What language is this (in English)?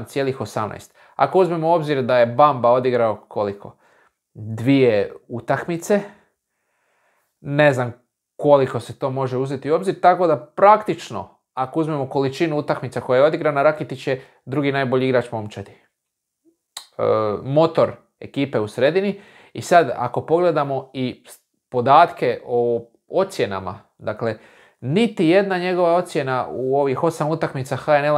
Croatian